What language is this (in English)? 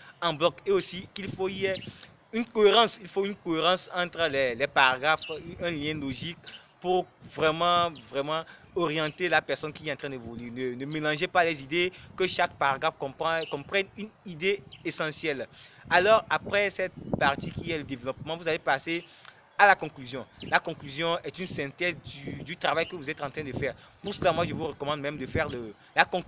French